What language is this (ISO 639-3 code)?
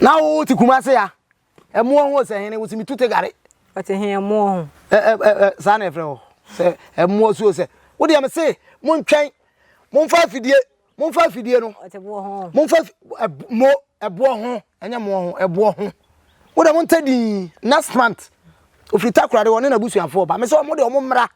aka